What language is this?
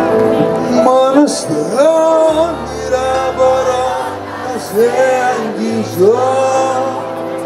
Greek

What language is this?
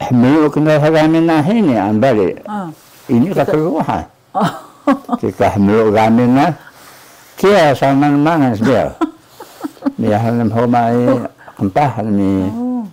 Taroko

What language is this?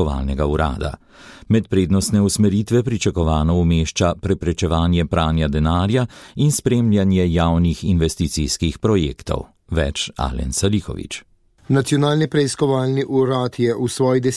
Slovenian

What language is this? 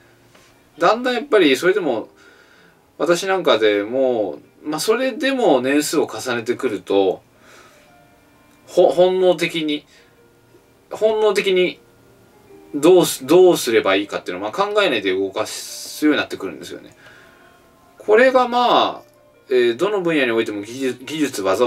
Japanese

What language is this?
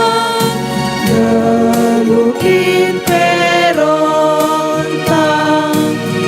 Batak Karo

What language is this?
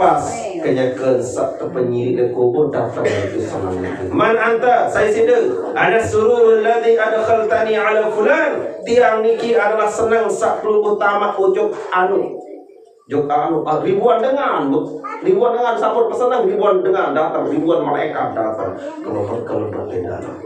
Sasak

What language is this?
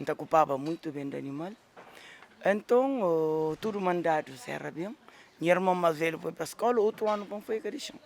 Kabuverdianu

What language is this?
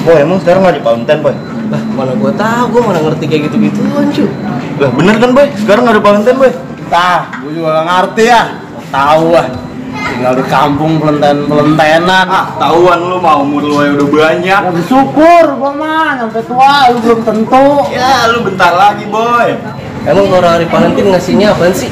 Betawi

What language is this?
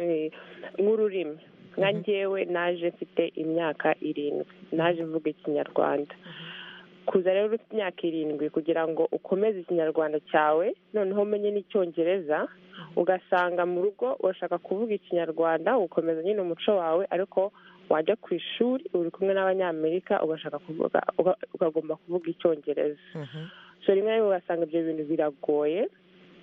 Kinyarwanda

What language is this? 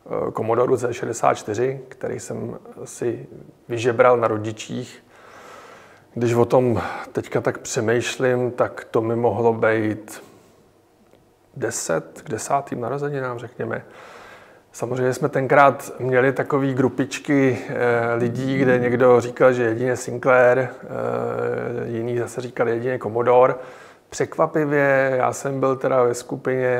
Czech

